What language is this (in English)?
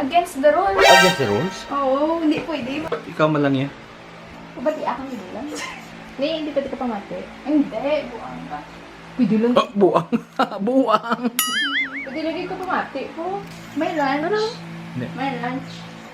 Hiligaynon